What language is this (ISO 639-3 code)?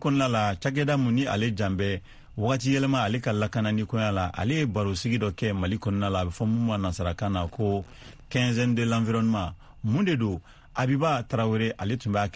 bam